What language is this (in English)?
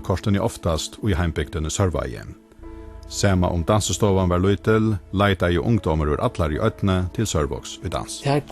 Faroese